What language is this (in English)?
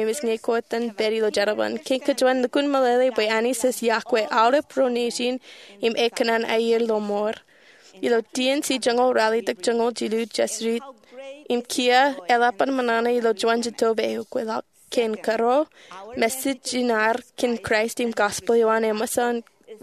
Marshallese